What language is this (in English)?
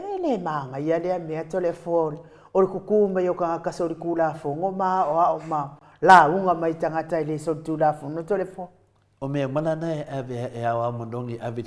Samoan